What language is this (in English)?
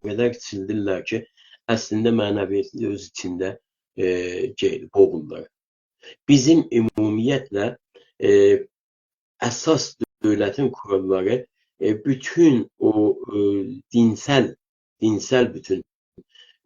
South Azerbaijani